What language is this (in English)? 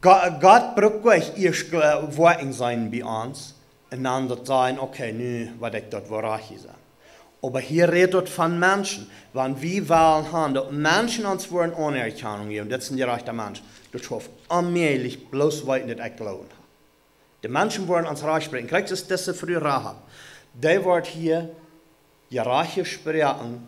Plautdietsch